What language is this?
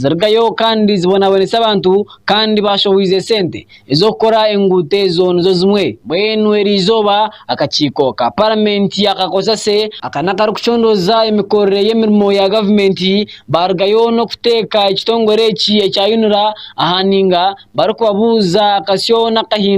Nyankole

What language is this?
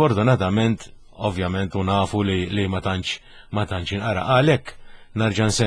Maltese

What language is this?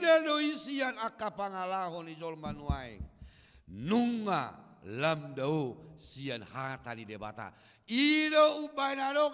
Batak Toba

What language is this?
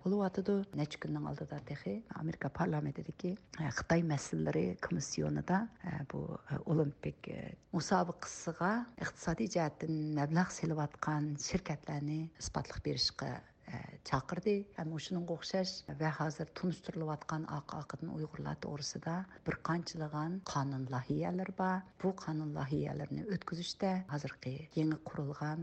Uyghur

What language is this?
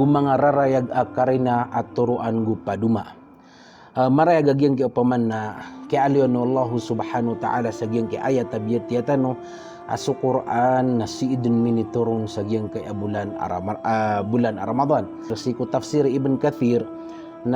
Maranao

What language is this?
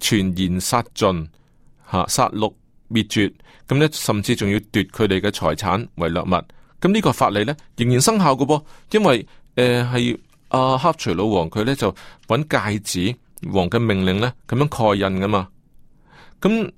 Cantonese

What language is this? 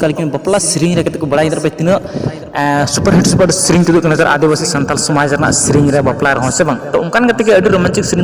Santali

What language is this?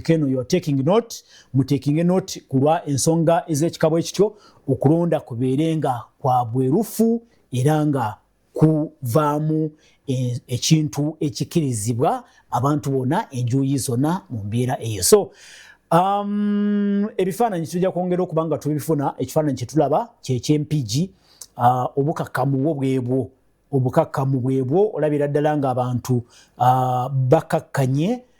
Ganda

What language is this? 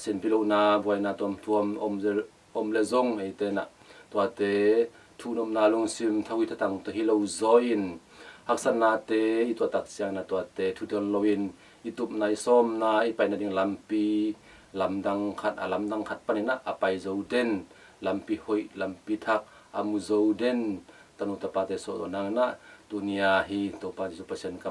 Tedim Chin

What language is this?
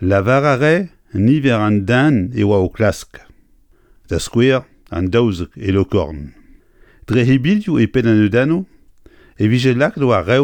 Breton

